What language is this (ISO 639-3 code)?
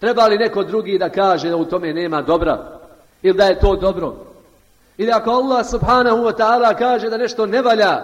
bos